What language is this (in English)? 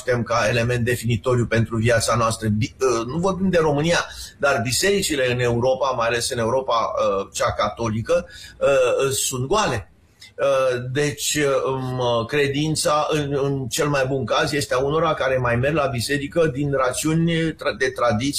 Romanian